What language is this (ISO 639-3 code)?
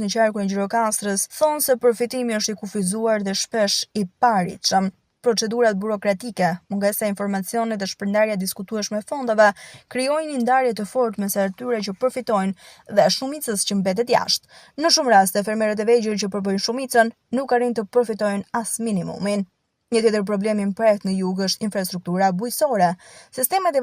sqi